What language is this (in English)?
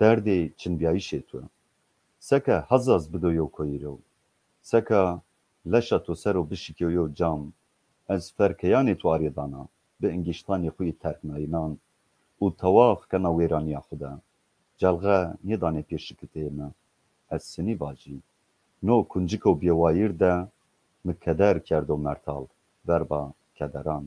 Zaza